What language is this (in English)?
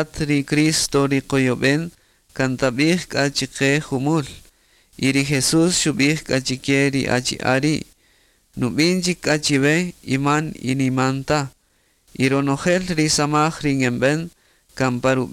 Kaqchikel